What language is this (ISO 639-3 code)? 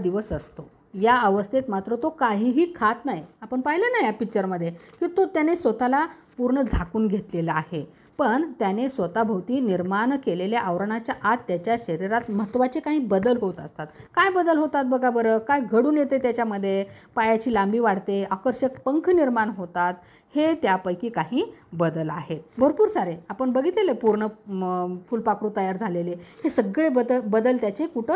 mar